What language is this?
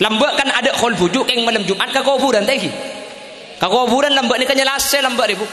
Madurese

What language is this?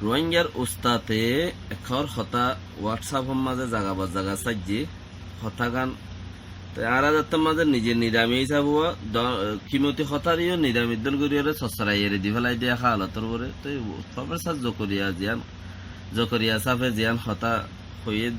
Rohingya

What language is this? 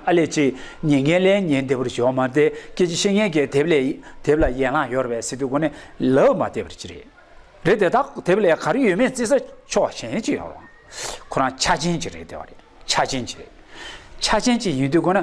Tibetan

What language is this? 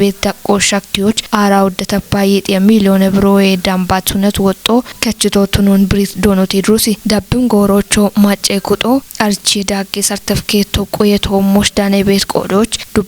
Kafa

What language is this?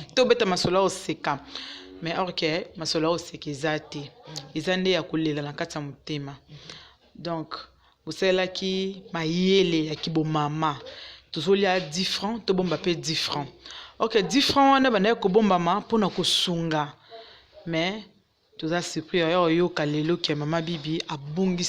Lingala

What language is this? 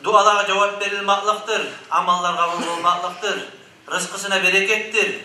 Kumyk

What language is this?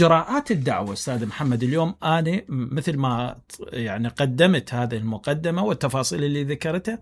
Mesopotamian Arabic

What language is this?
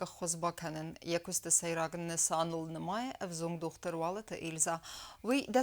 Ossetic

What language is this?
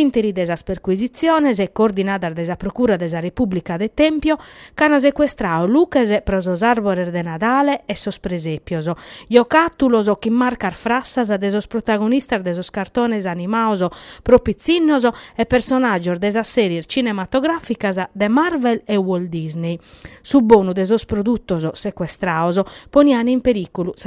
Sardinian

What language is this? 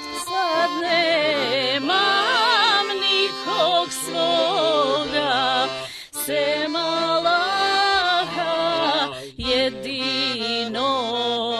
Bosnian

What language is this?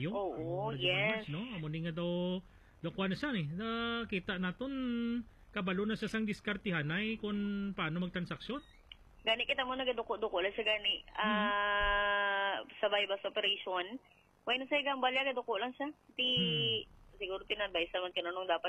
Hiligaynon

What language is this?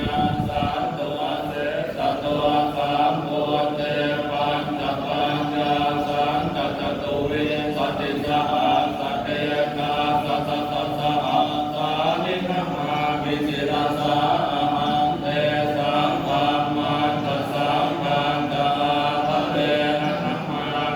Pali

